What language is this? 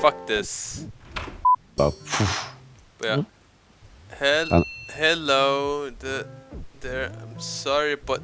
Faroese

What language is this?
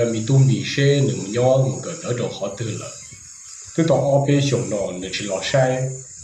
Hmong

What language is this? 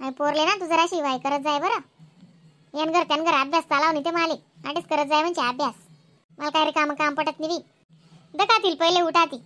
Khandesi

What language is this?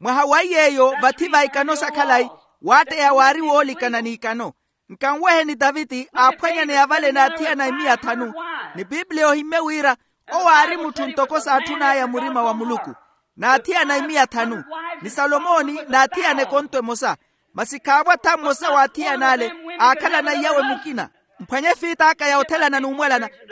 Makhuwa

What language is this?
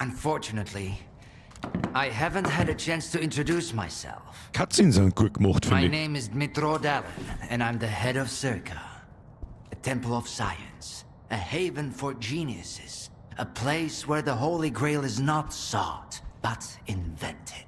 Bavarian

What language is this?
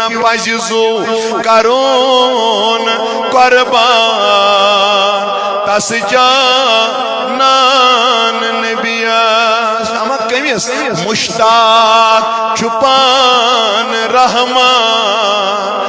Kashmiri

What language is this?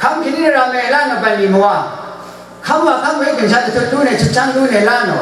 Rawang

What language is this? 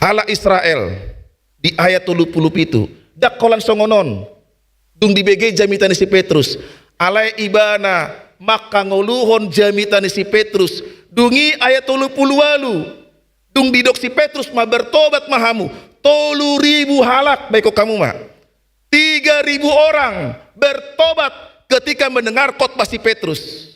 Batak Toba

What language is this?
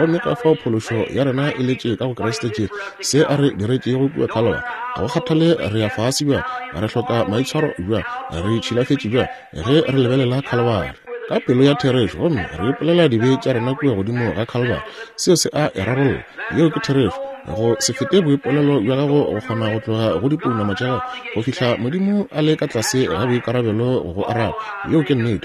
Northern Sotho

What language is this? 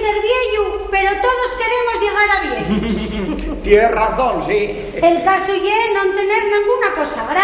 Asturian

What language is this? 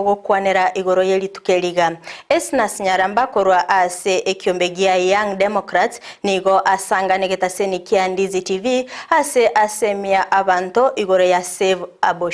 Gusii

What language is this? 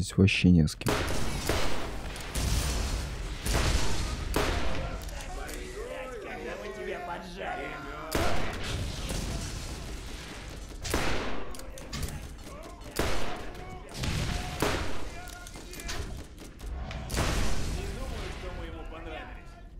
Russian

